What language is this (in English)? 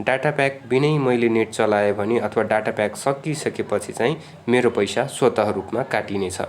Nepali